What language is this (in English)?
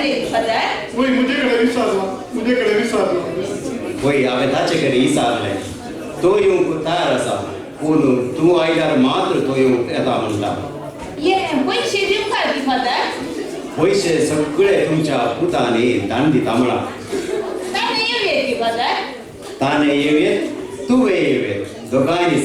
Konkani